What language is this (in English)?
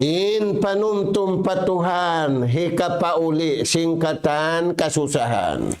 Tausug